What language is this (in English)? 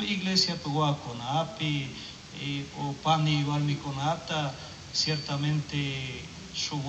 Chimborazo Highland Quichua